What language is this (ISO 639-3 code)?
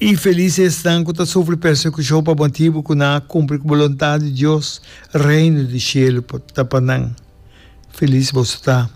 pap